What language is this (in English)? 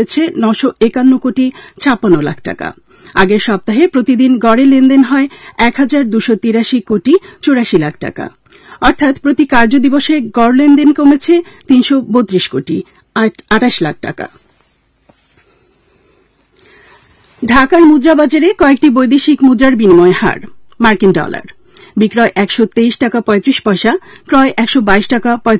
Bangla